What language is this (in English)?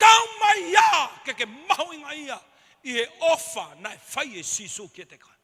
Tongan